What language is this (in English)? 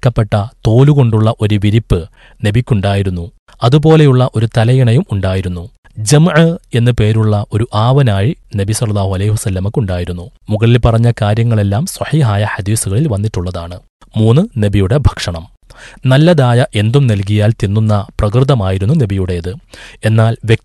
Malayalam